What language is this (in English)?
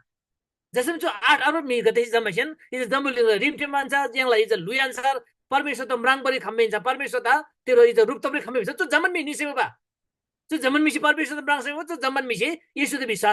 Eastern Tamang